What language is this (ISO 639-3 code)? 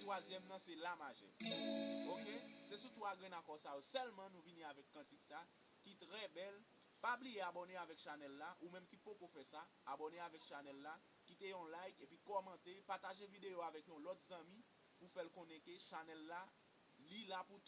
hat